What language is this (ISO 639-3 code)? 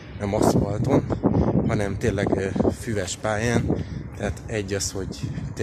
hun